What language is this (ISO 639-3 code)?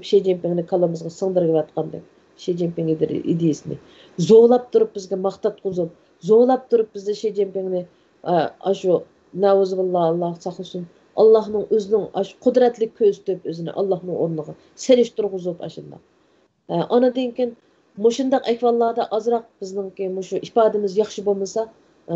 uig